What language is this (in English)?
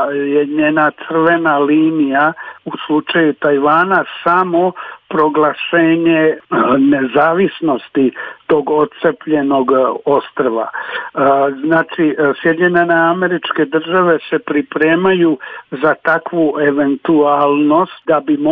Serbian